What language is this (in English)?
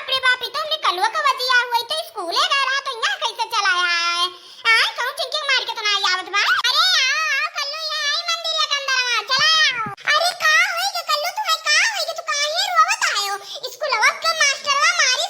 Awadhi